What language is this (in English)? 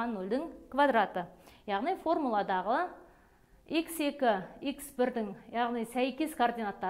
Kazakh